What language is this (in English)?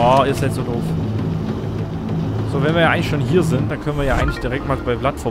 German